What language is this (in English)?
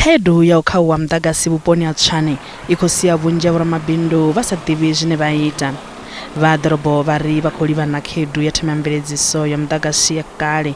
Venda